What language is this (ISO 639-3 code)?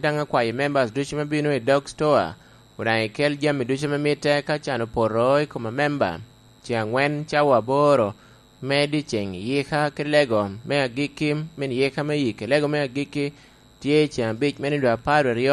laj